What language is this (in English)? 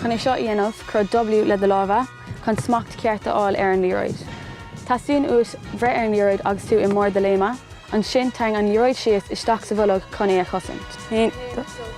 Irish